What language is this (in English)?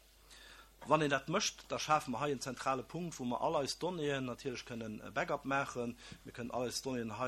Luxembourgish